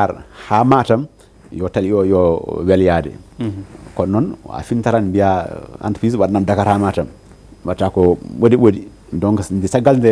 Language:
Fula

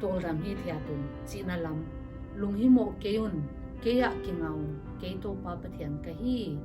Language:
Paite Chin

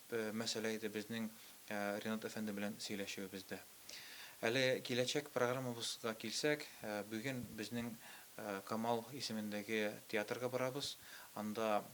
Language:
Tatar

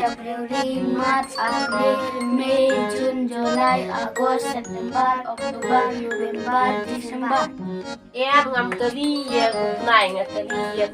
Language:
Khasi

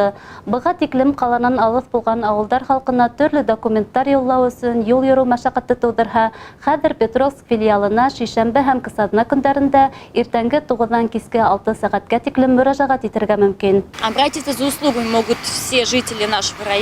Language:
Bashkir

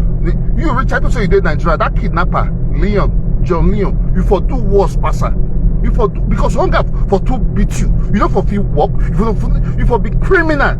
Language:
Nigerian Pidgin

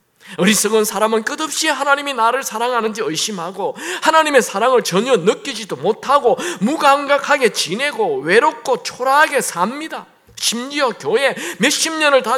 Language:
Korean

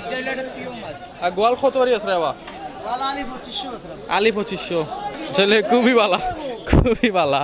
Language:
Sylheti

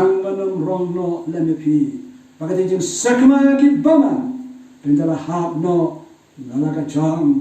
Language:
Khasi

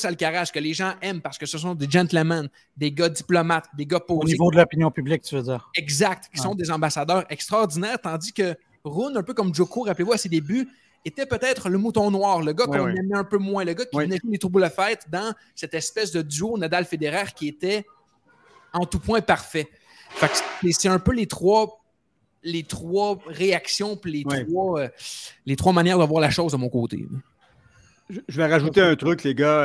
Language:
French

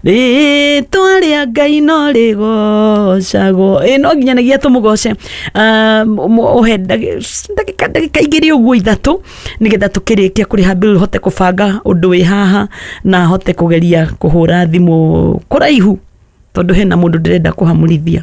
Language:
Kikuyu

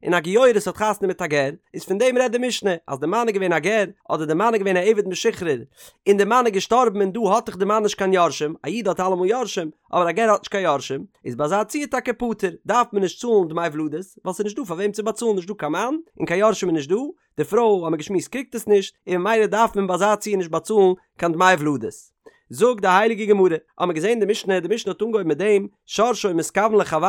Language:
Yiddish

